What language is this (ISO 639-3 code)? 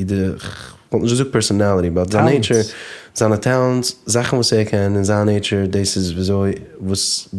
yid